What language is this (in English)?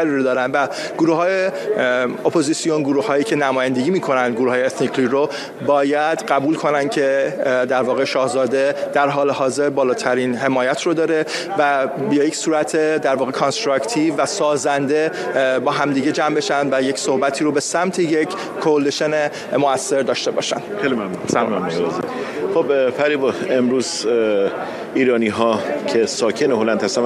Persian